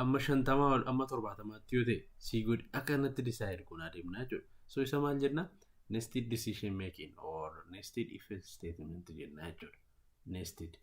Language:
Oromo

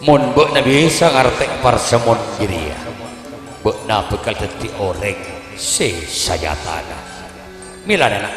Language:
Madurese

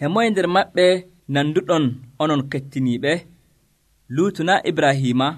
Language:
Nigerian Fulfulde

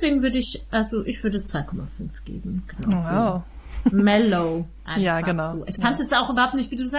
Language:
German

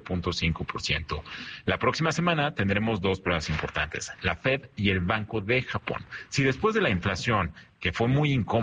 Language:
Spanish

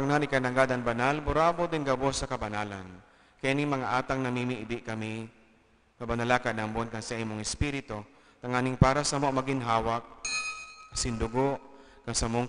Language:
Bikol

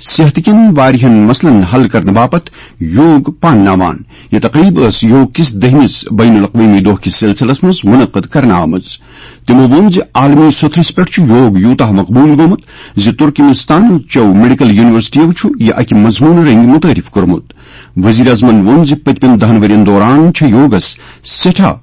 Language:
Kashmiri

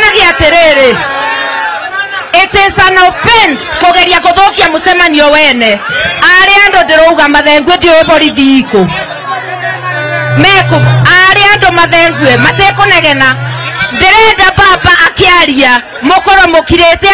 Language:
Kikuyu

